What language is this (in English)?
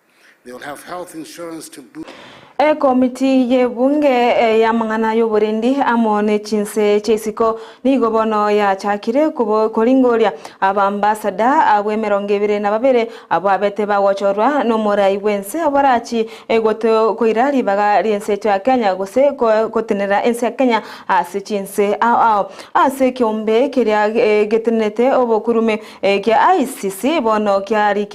Gusii